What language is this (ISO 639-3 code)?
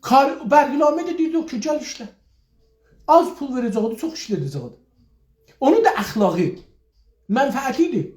azb